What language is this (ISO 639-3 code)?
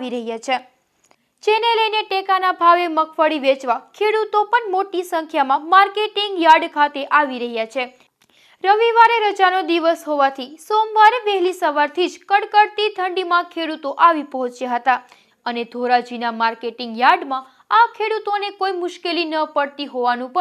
guj